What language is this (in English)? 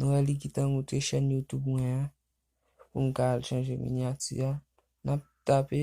Haitian Creole